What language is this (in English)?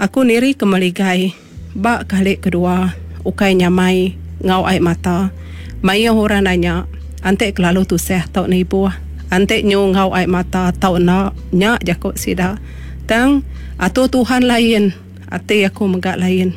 Iban